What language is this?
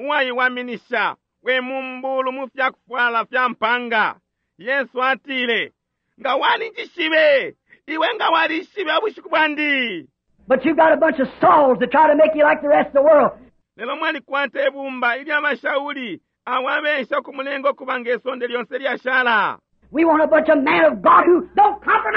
Bemba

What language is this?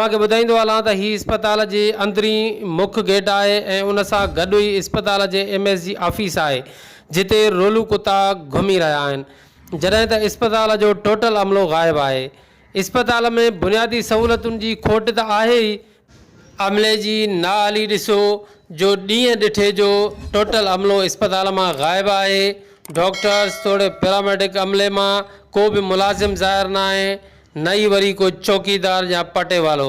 Sindhi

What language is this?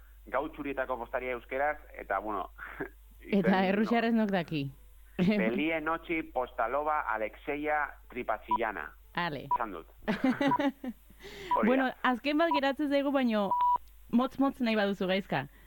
Basque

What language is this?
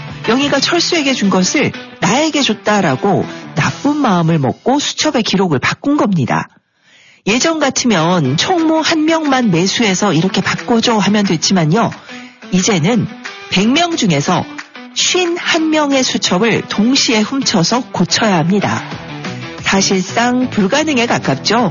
Korean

